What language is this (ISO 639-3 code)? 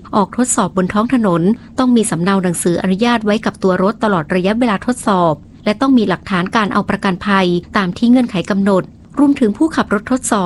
tha